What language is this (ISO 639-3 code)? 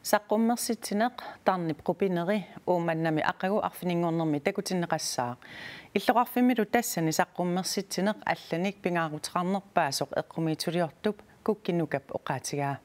kal